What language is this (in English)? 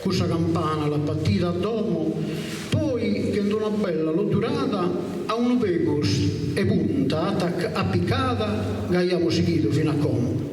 Sardinian